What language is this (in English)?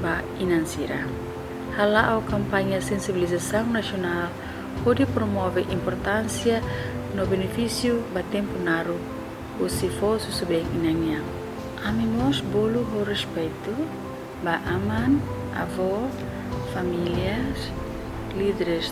Tetum